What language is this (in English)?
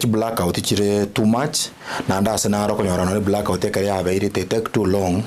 Gusii